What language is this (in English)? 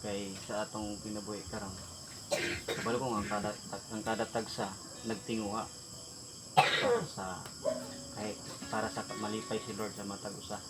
Cebuano